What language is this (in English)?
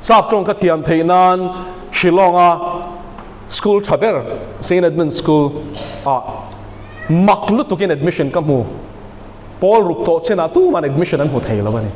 Mizo